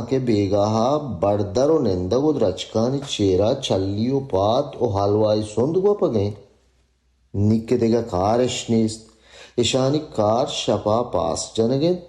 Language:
Baluchi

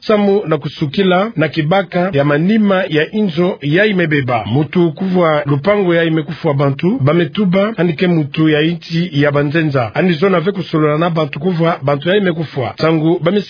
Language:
Kituba (Democratic Republic of Congo)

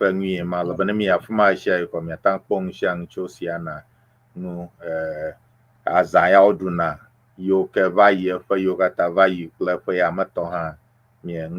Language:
Ewe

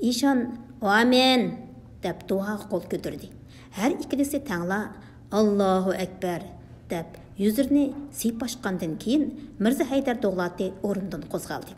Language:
Uyghur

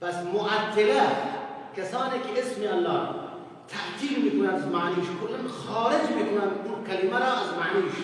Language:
Persian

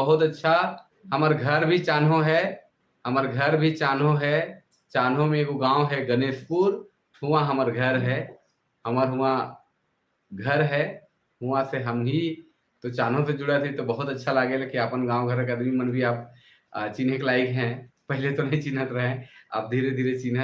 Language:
Sadri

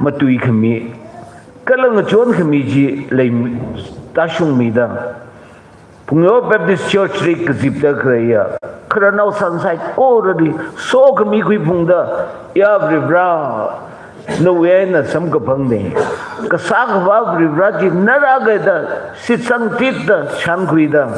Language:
Tangkhul Naga (India)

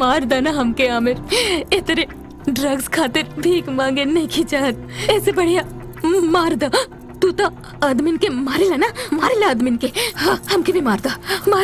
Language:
Bhojpuri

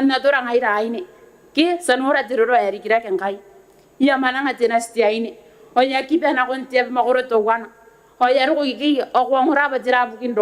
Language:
Gilbertese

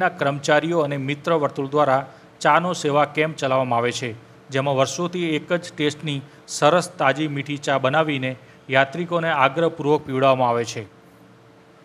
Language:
Gujarati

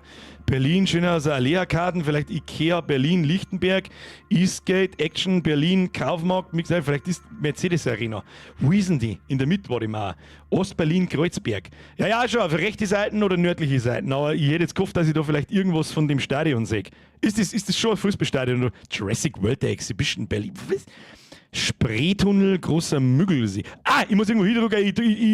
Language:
Bavarian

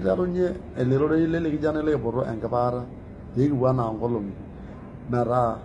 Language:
Masai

